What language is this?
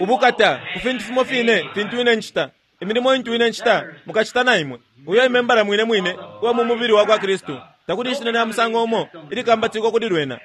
Bemba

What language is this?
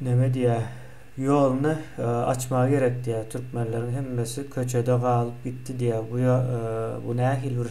Turkmen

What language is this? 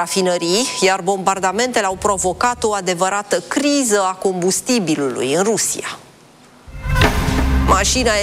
Romanian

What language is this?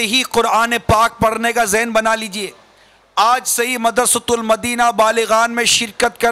Urdu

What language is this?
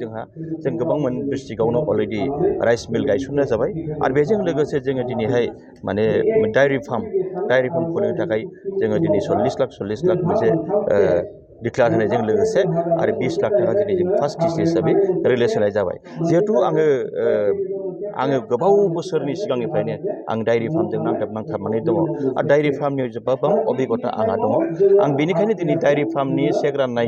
Bodo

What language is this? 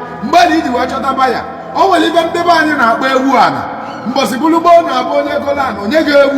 Igbo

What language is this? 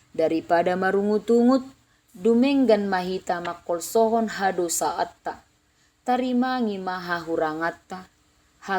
Batak Toba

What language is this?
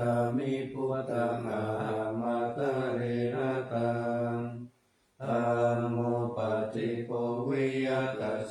Pali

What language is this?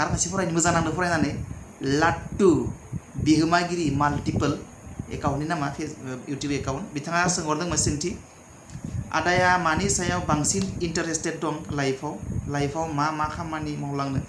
Bodo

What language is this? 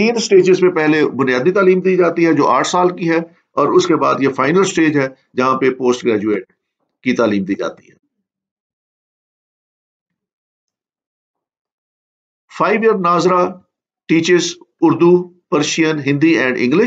Urdu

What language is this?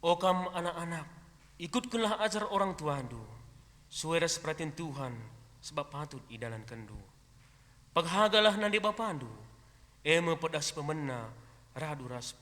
Batak Karo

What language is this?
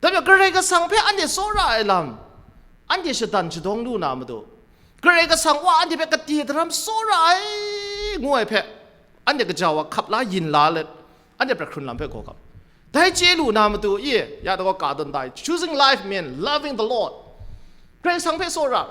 Kachin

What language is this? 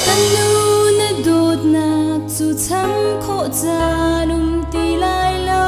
Hakha Chin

